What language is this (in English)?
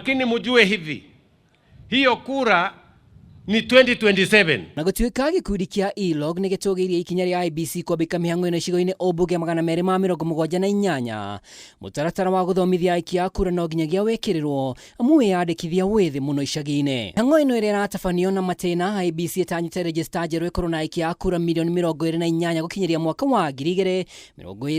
Kikuyu